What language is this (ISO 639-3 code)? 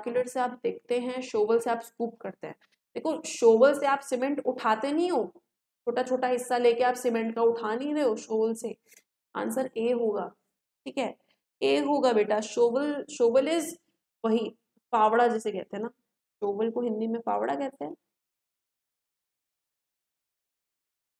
hin